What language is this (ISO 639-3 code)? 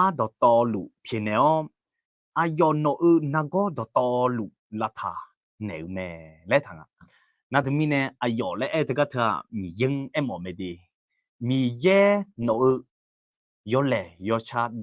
ahk